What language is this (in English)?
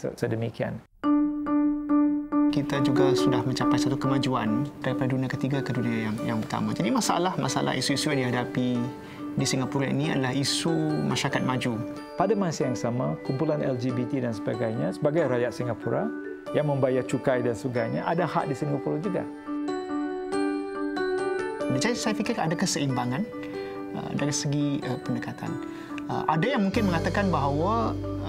Malay